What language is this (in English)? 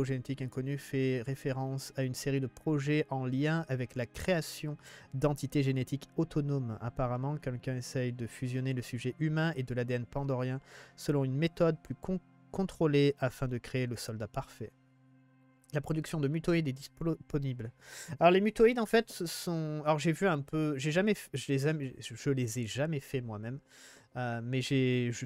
French